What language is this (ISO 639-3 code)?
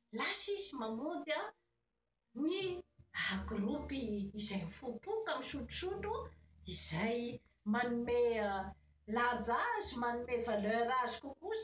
mlg